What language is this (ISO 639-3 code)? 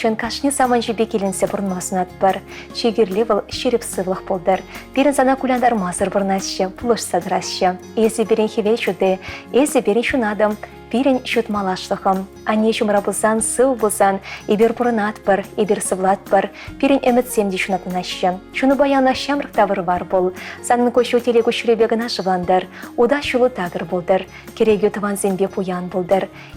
chv